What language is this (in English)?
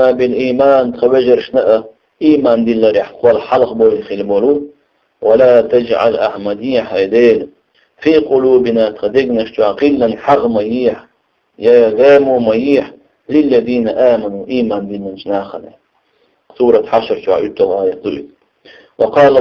Chechen